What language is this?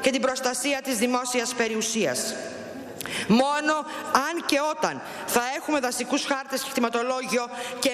Greek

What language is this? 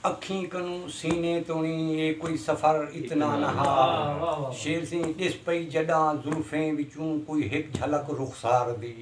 Saraiki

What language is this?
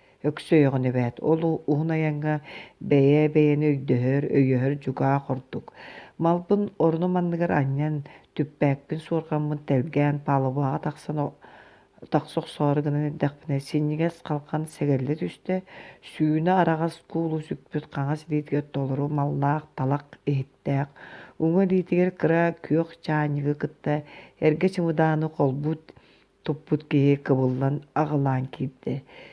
Yakut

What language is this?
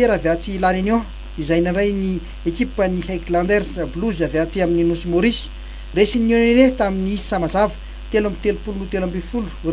Malagasy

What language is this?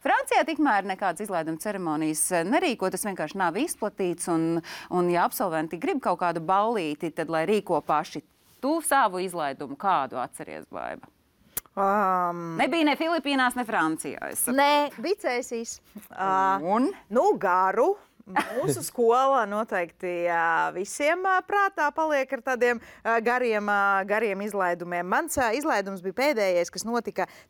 Latvian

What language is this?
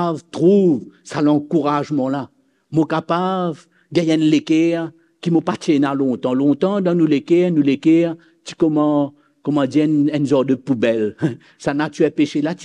Morisyen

